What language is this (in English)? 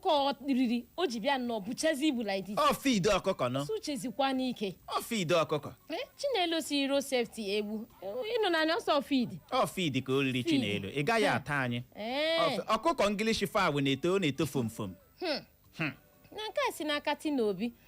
Igbo